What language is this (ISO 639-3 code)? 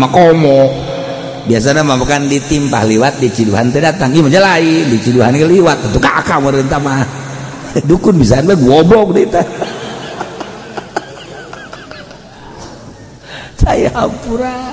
sun